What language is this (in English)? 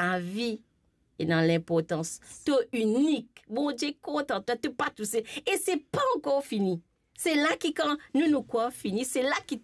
Morisyen